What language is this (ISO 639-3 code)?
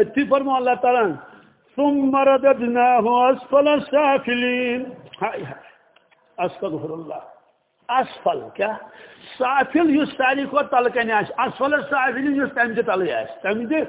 kas